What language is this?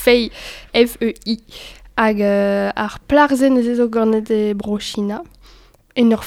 Breton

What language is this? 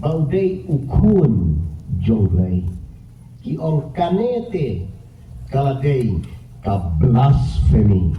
Khasi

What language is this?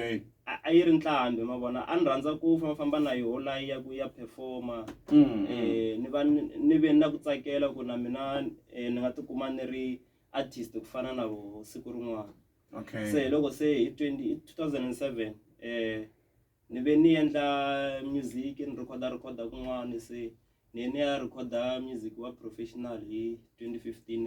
Tsonga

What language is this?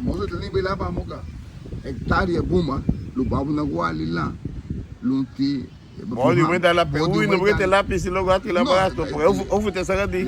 Garifuna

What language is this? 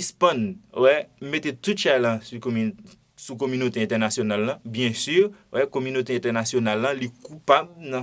Haitian Creole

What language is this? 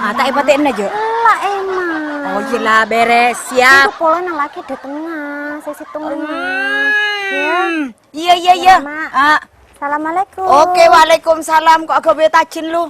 Madurese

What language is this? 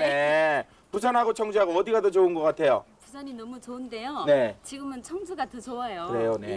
Korean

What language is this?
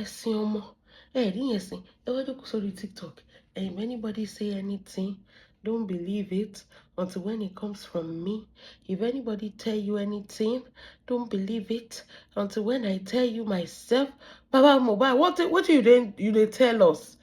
Yoruba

